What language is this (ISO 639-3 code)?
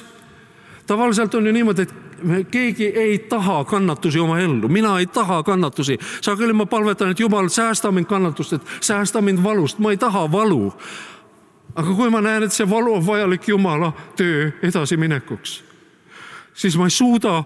est